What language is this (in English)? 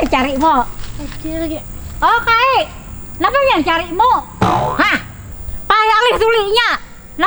Banjar